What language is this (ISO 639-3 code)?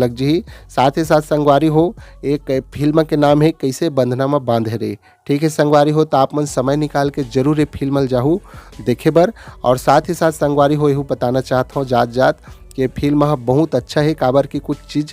hne